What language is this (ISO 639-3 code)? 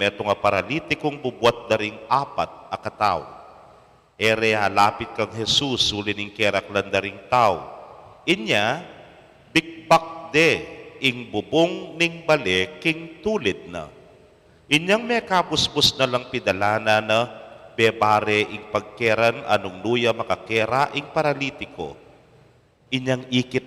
pam